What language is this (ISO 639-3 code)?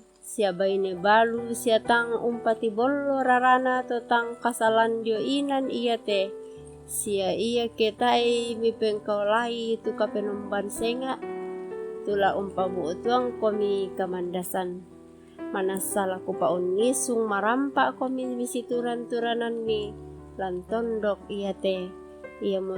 sda